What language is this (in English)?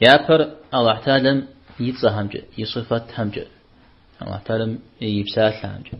Kabardian